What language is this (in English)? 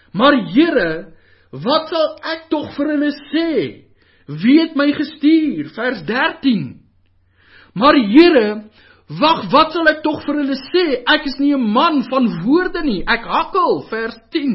Afrikaans